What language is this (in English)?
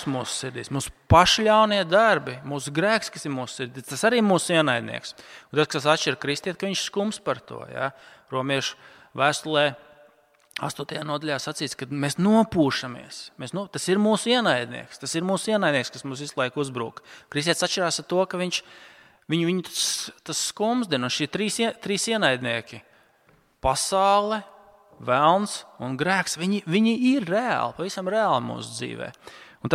Latvian